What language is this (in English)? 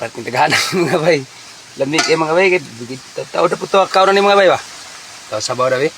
Cebuano